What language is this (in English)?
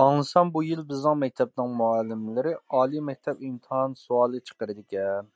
Uyghur